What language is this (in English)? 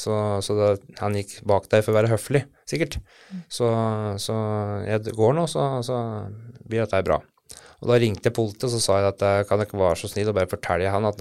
Norwegian